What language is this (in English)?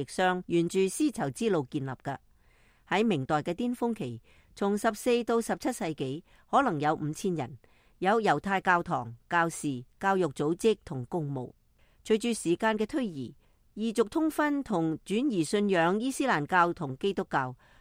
Cantonese